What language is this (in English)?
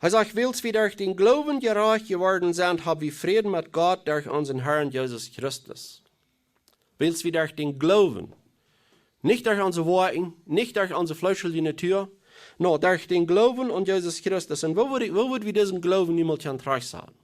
Plautdietsch